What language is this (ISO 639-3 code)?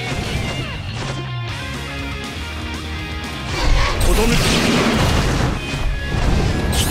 jpn